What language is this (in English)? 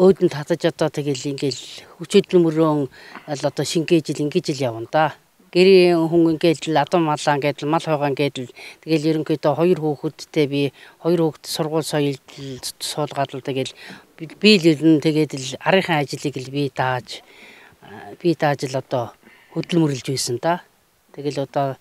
Mongolian